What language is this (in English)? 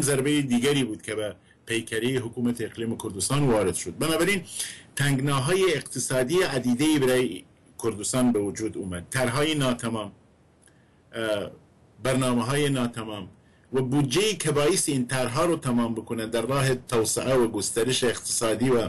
Persian